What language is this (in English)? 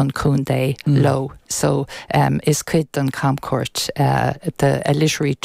Irish